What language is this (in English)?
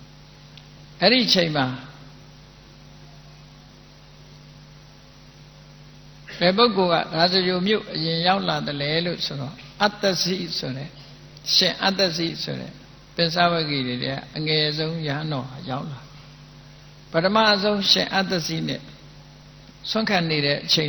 Burmese